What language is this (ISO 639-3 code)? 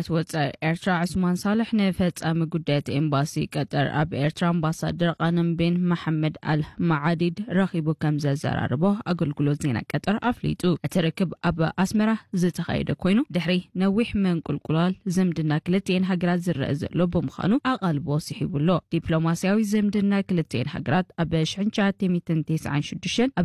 tir